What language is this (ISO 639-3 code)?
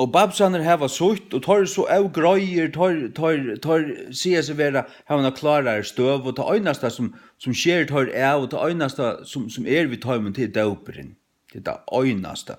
fao